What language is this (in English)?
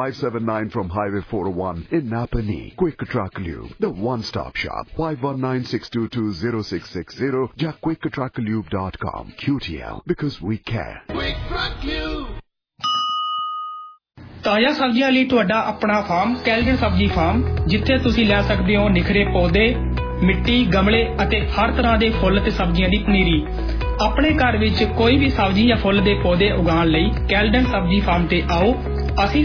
Punjabi